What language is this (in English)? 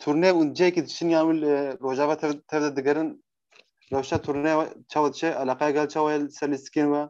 Kurdish